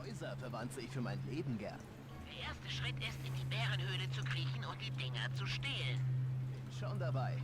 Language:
Swiss German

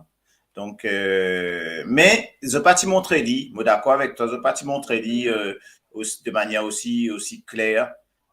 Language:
Morisyen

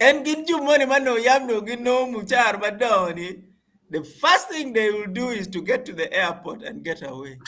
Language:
Acoli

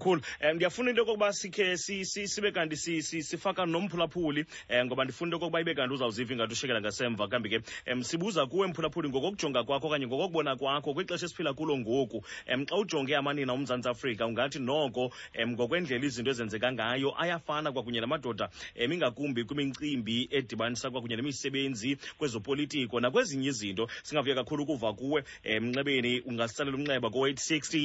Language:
Xhosa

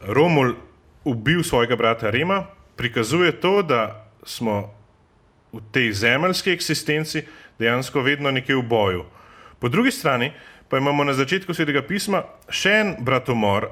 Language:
Slovenian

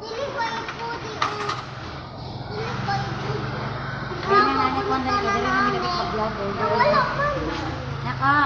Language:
Cebuano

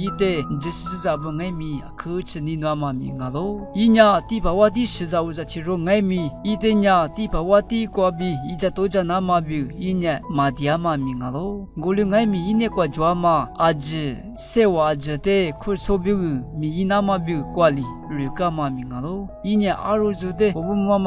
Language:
Lisu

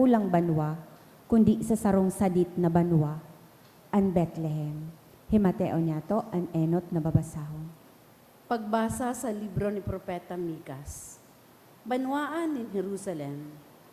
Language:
Bikol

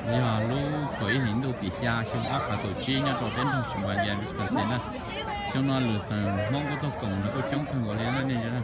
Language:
Hmong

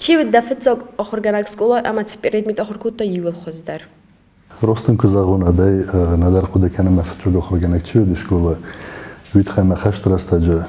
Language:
Ossetic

